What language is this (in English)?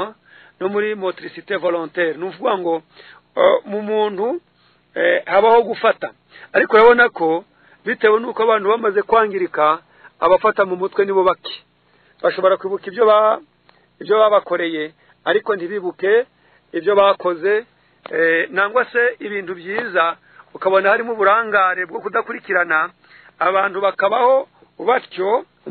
Kinyarwanda